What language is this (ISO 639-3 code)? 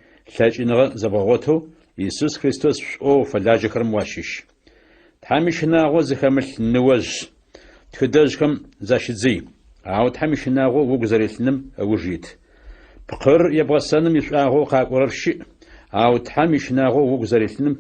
ady